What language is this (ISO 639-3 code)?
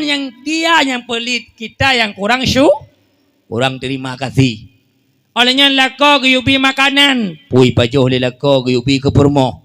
ace